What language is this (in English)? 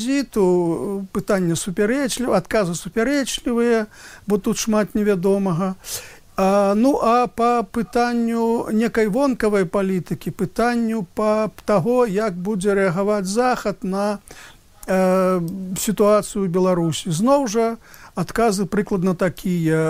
Belarusian